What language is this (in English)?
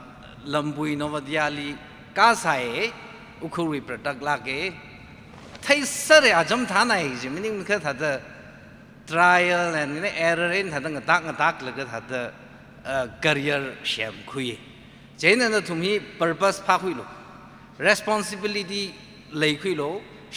Tangkhul Naga (India)